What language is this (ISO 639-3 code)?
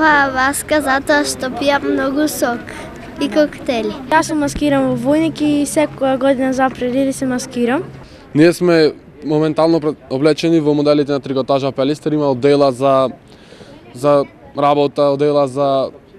mkd